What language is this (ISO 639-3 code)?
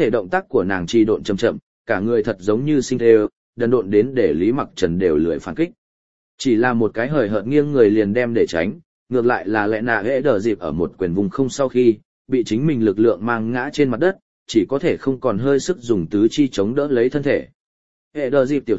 vie